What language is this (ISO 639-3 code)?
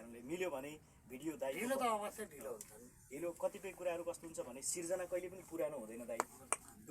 nep